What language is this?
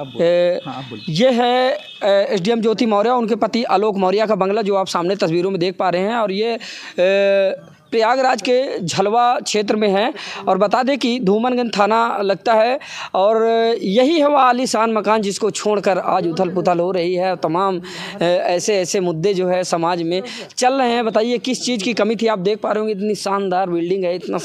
Hindi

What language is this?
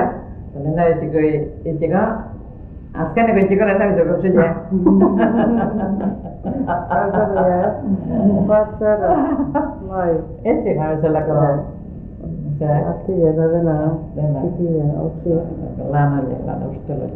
Basque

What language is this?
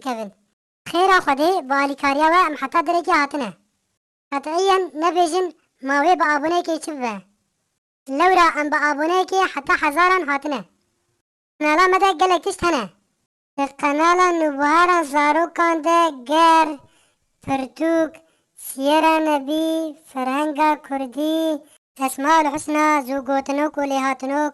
Kurdish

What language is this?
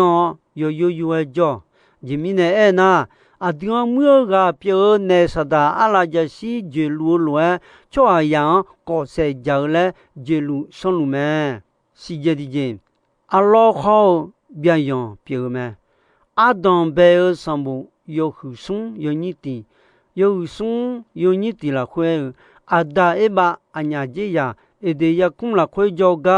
Akha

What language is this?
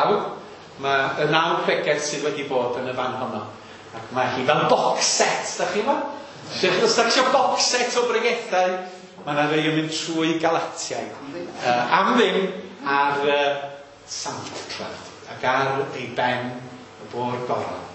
Welsh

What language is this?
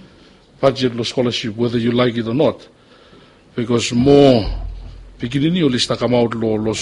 Bislama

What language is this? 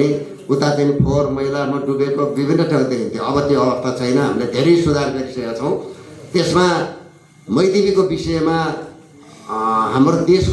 Nepali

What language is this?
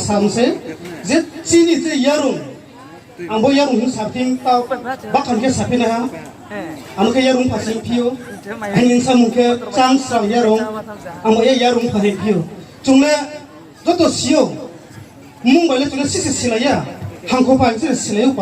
Riang (India)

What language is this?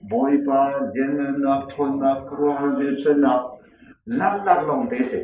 Hakha Chin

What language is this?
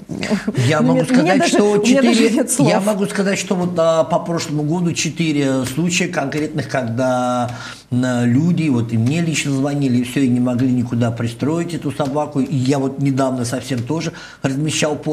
Russian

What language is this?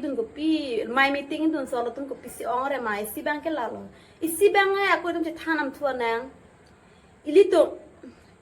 Karbi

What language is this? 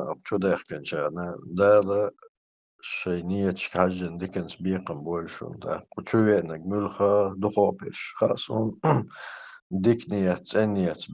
Chechen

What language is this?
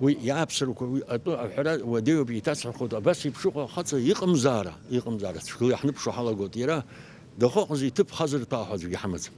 Abkhazian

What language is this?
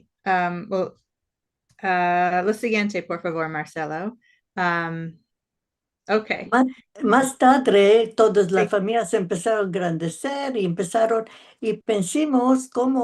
Ladino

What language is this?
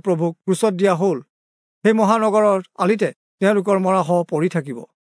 Assamese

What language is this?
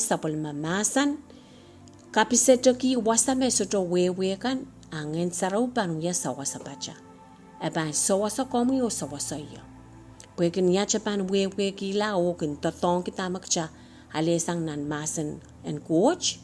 Pohnpeian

